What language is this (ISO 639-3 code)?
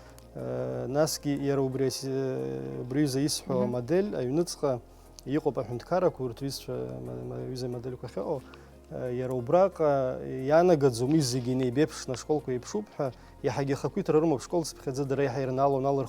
abk